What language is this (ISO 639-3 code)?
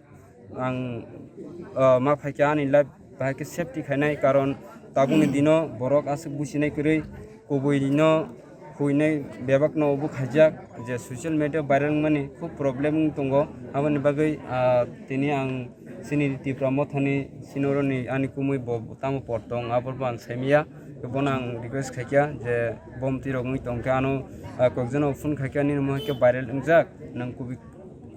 trp